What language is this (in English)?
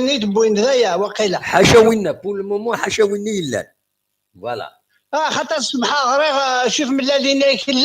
Kabyle